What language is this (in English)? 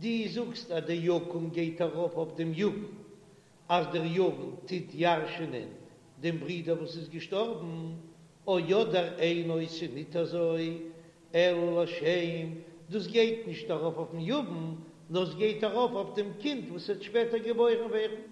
Yiddish